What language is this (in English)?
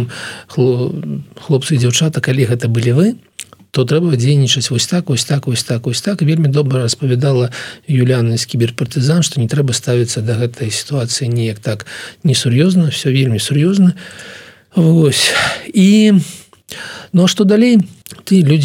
Belarusian